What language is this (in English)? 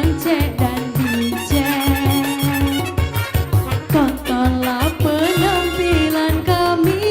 Musi